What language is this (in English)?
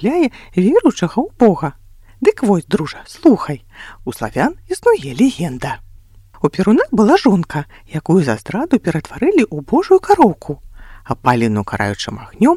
Belarusian